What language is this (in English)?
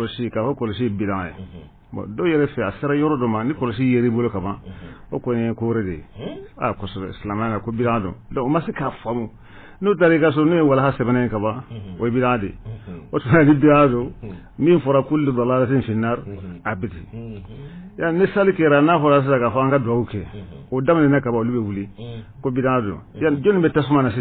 Bambara